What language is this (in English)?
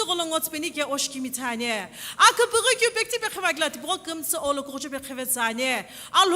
Sumi Naga